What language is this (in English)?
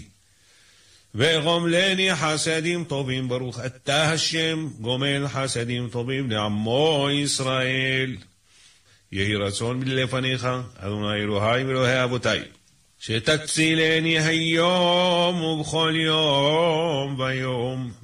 Hebrew